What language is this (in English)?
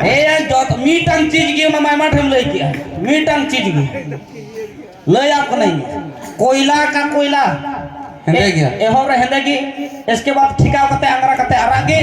Santali